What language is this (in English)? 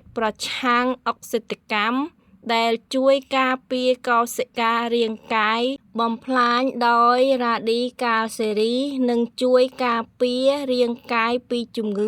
Khmer